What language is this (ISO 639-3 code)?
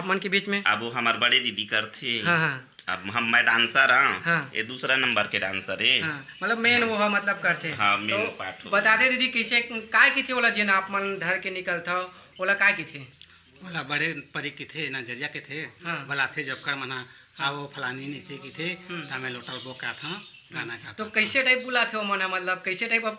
hne